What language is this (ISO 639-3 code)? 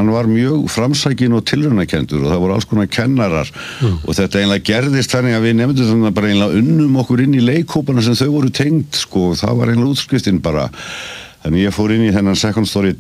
isl